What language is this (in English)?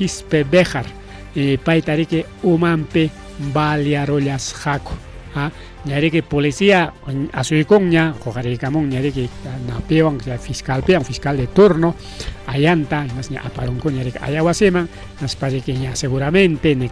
Ayacucho Quechua